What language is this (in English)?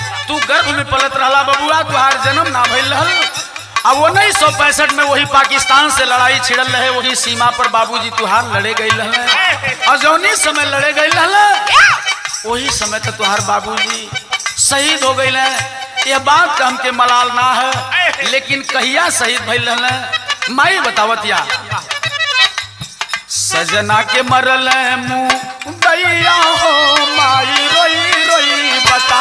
Bhojpuri